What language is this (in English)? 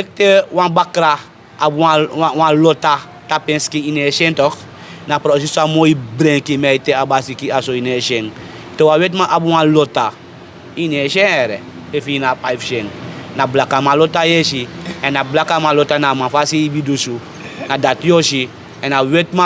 Sranan Tongo